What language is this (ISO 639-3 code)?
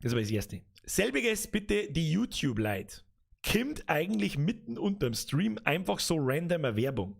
bar